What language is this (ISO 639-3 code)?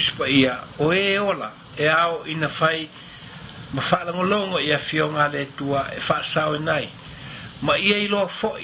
smo